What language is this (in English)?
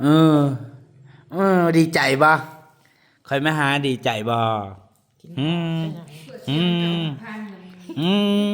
Northeastern Thai